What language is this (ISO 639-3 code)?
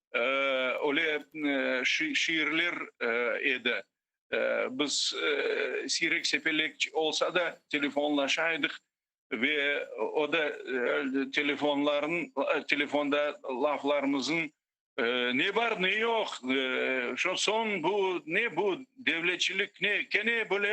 crh